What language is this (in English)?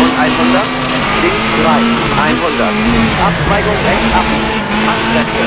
Bavarian